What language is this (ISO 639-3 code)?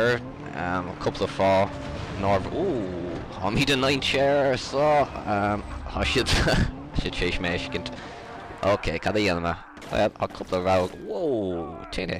gle